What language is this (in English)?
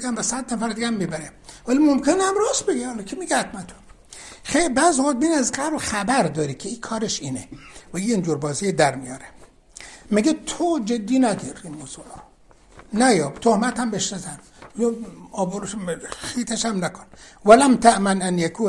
Persian